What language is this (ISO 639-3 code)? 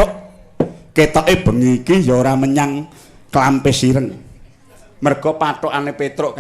jav